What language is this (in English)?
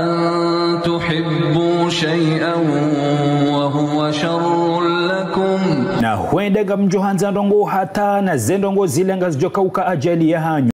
Ngazidja Comorian